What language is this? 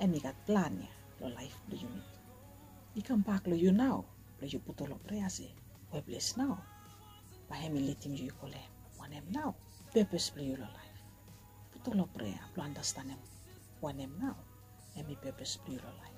Bislama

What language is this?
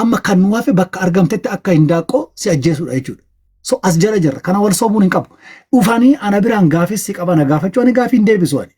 Oromo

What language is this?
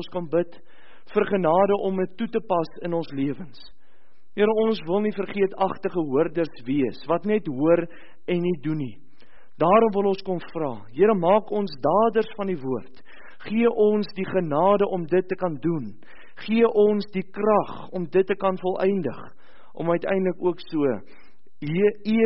Afrikaans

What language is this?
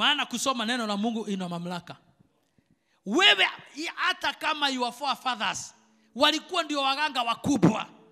Swahili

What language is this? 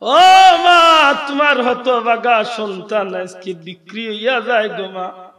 Sylheti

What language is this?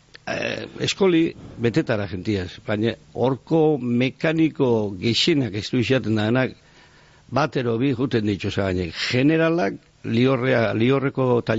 Basque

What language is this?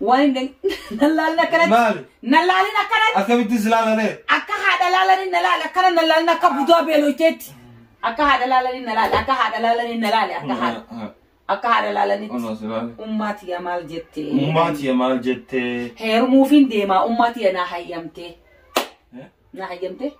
Oromo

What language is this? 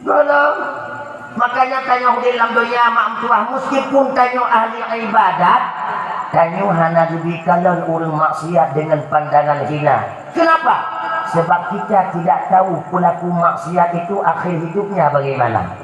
Achinese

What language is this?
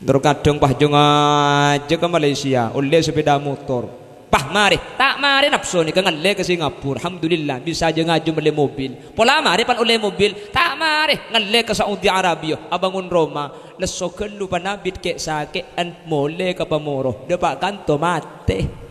Madurese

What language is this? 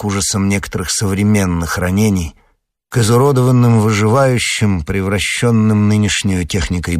Russian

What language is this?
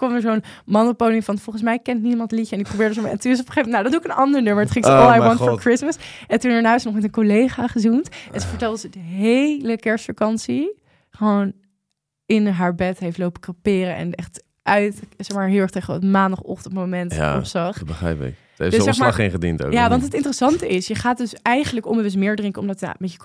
Dutch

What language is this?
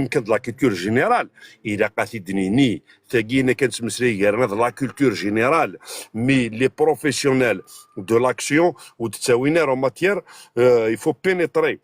Kabyle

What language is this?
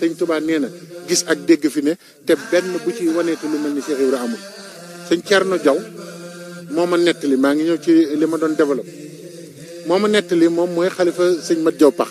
Wolof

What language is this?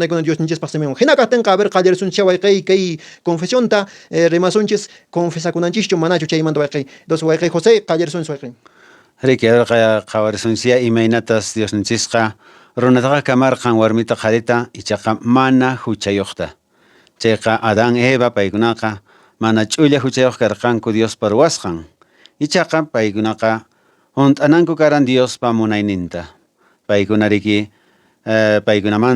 Quechua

